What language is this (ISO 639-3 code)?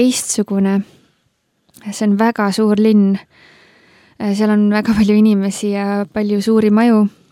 est